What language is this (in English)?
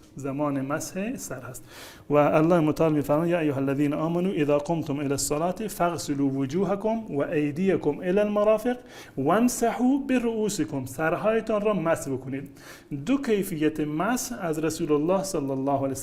Persian